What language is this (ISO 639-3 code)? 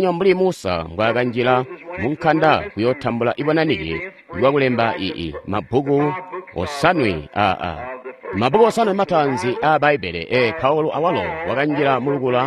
toi